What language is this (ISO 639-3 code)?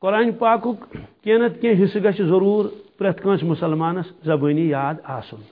kas